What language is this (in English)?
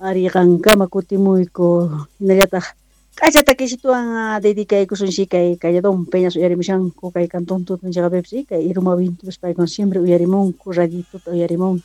South Bolivian Quechua